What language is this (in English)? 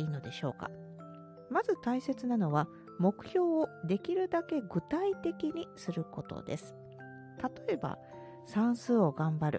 Japanese